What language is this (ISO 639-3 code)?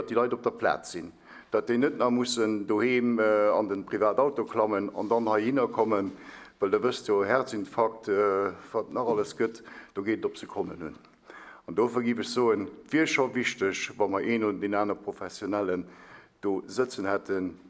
ltz